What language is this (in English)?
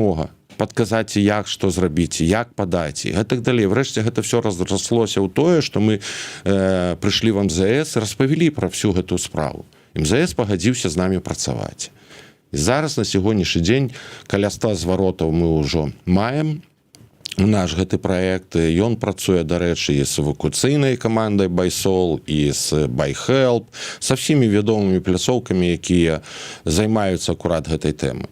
Belarusian